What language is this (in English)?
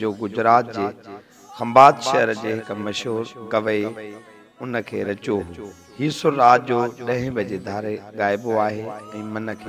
Sindhi